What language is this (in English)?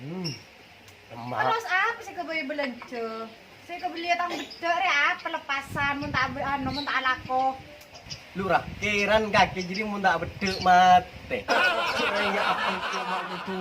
Madurese